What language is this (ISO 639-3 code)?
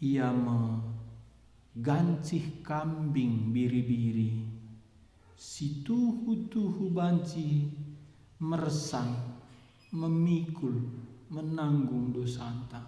btx